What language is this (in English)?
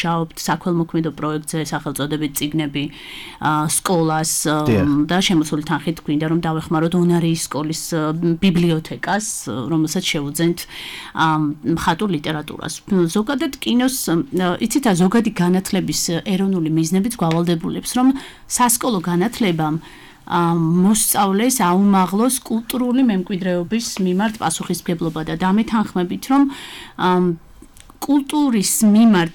Georgian